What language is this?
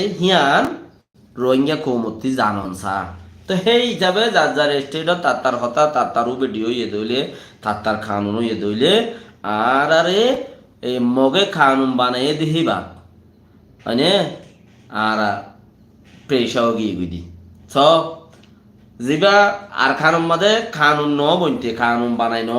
Rohingya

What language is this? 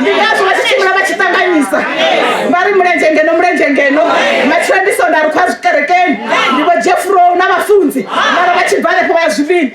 Venda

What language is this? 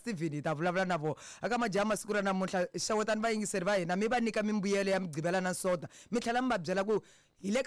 Tsonga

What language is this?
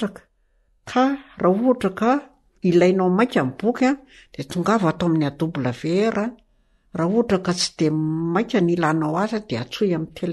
Malagasy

